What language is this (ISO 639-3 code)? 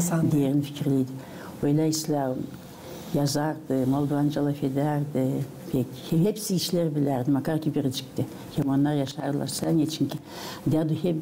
gag